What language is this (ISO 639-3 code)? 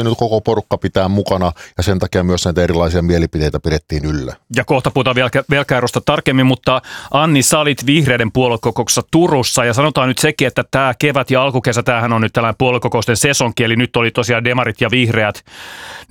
fin